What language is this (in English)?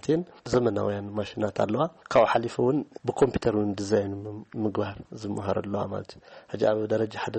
Tigrinya